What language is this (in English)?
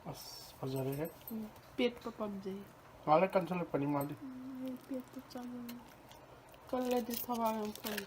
Manipuri